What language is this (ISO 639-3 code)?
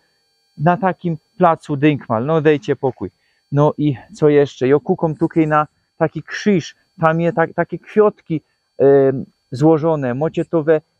szl